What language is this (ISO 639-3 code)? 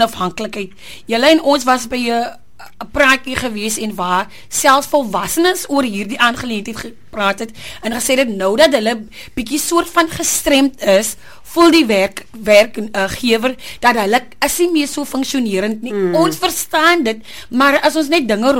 afr